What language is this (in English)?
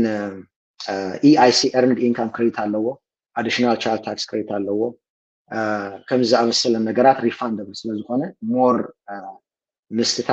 Tigrinya